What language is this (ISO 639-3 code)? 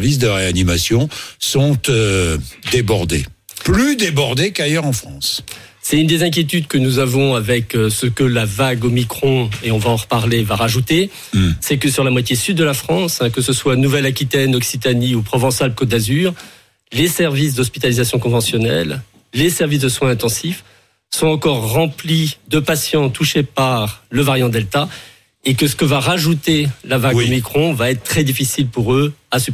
fra